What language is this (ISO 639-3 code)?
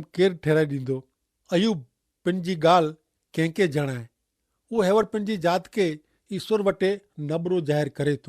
kfr